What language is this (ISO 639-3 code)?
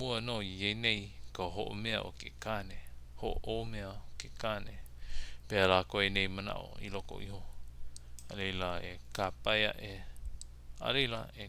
haw